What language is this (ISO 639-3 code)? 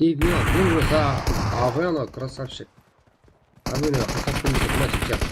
kaa